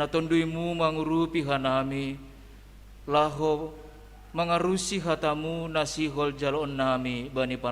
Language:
Batak Simalungun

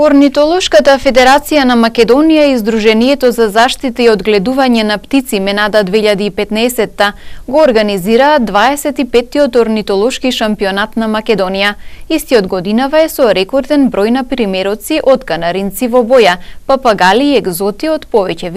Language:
Macedonian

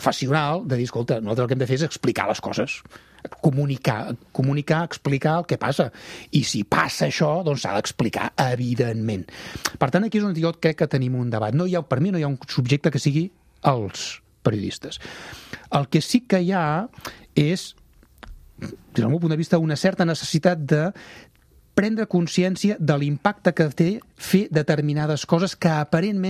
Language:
Catalan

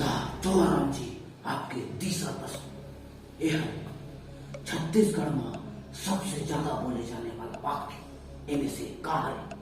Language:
Chhattisgarhi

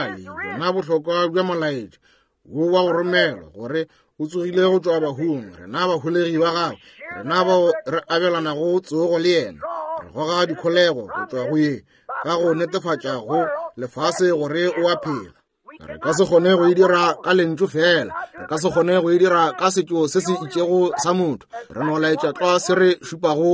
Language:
Northern Sotho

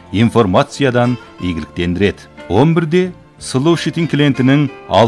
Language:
Kazakh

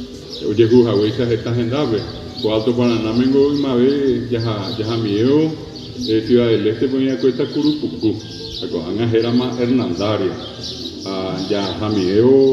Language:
Guarani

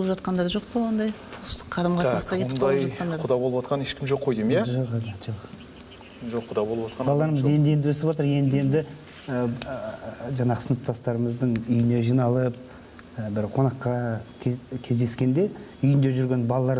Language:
Kazakh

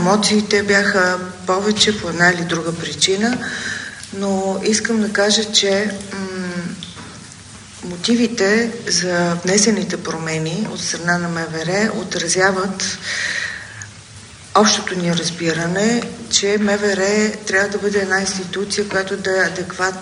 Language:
Bulgarian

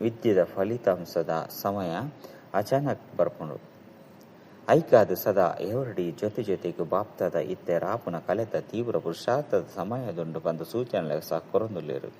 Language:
Tulu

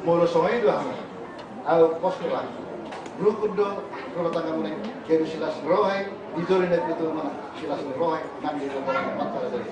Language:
Batak Toba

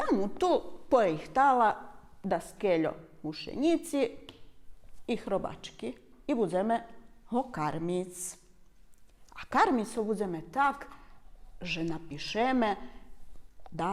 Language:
Rusyn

